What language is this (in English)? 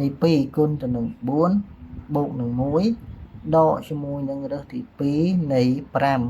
Khmer